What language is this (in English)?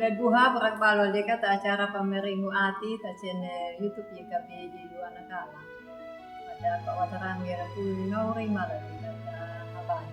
Anakalangu